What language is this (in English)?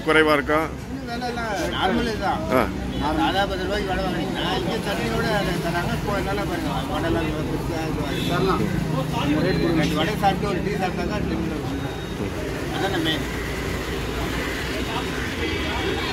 Tamil